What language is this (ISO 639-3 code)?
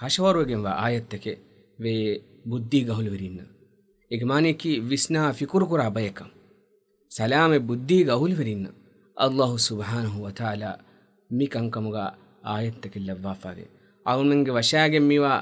div